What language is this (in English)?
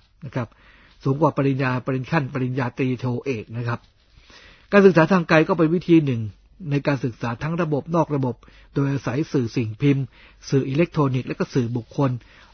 Thai